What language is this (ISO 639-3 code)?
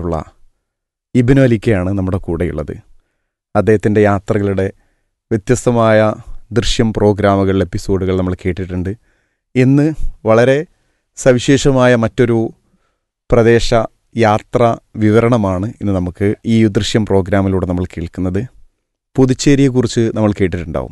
mal